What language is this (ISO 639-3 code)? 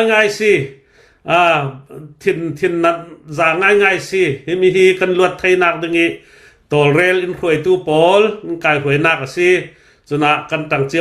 cnh